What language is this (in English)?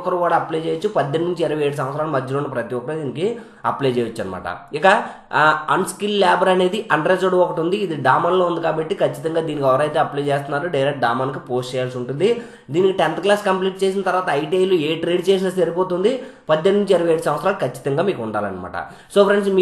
Telugu